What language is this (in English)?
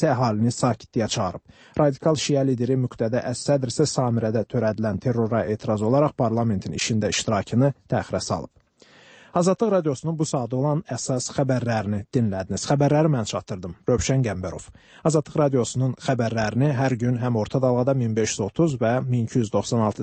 Azerbaijani